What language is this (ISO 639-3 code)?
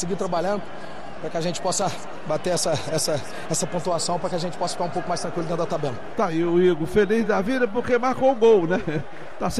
por